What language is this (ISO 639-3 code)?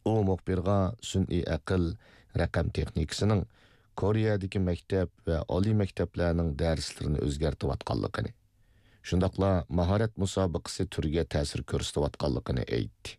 uig